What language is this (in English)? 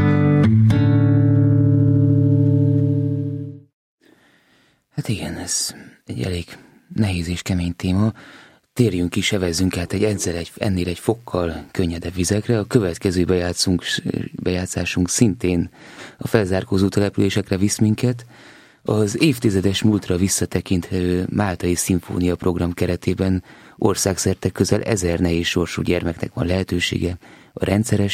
Hungarian